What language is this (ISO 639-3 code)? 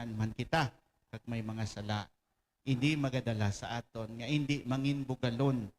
hil